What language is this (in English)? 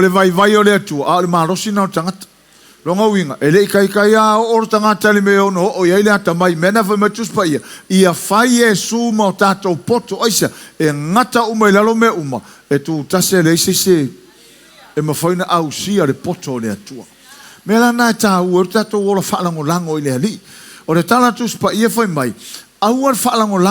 Samoan